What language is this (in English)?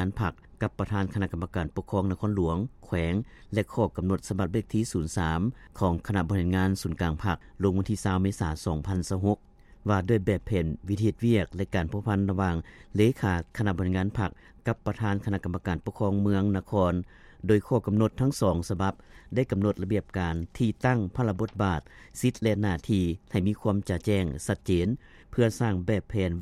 Lao